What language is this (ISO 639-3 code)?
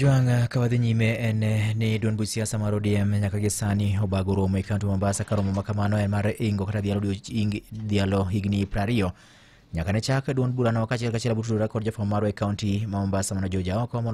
luo